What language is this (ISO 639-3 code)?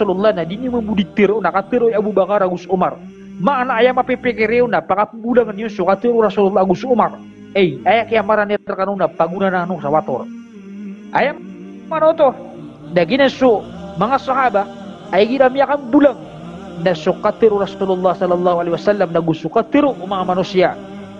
mrw